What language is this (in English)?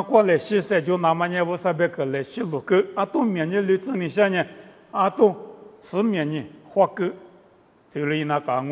Lisu